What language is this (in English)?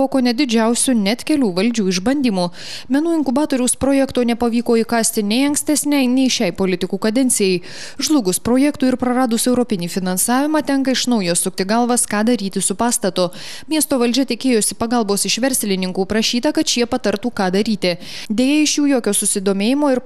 Lithuanian